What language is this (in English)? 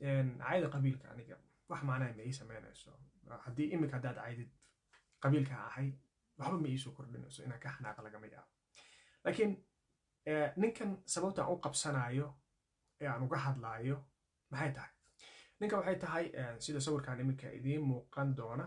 Somali